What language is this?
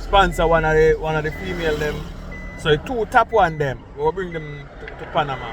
Jamaican Creole English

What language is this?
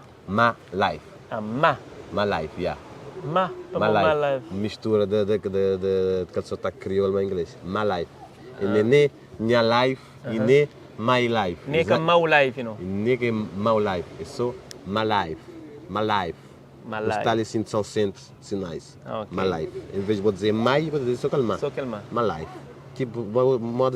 Kabuverdianu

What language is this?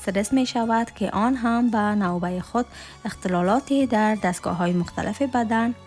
Tajik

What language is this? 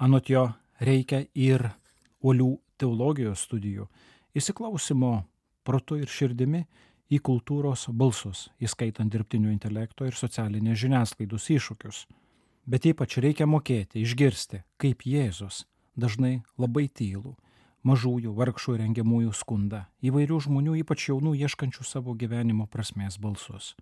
Lithuanian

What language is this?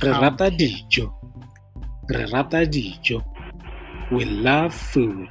Tswana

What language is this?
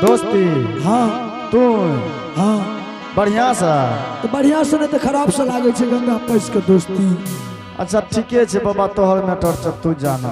Angika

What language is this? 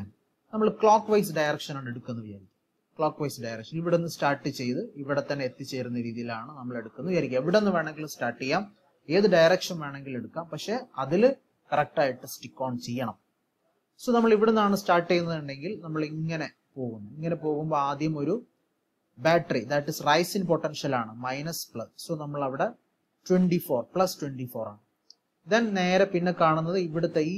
Malayalam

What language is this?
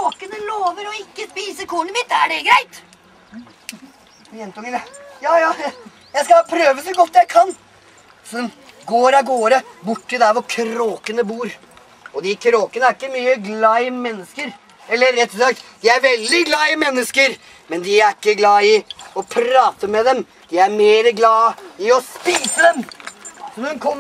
Norwegian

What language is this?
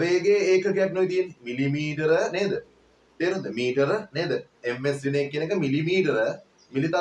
Sinhala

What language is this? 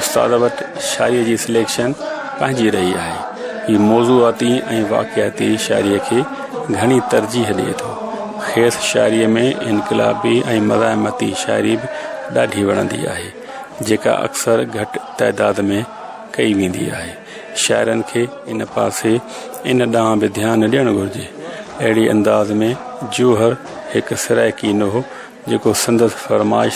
Sindhi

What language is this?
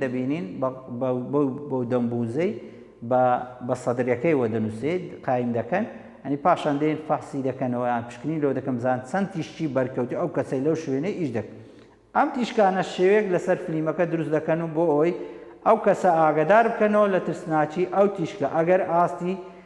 Central Kurdish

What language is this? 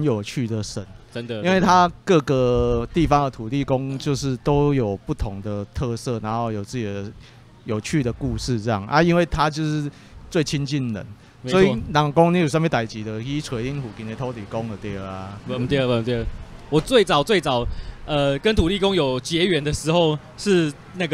Chinese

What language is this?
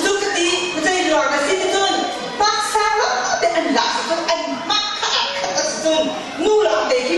Hakha Chin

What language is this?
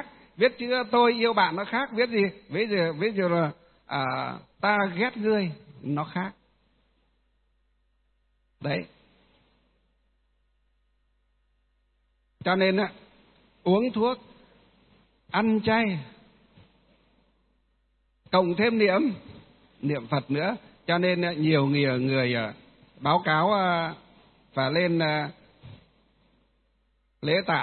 Vietnamese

